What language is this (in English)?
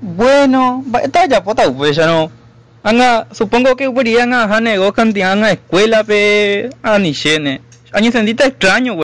Guarani